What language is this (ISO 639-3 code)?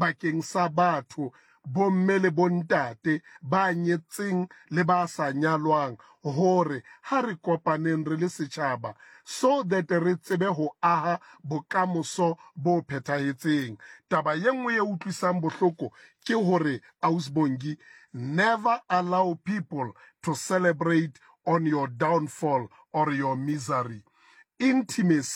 sot